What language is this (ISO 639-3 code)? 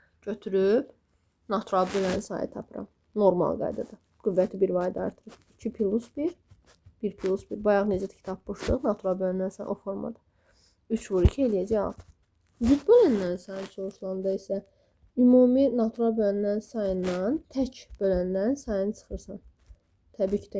aze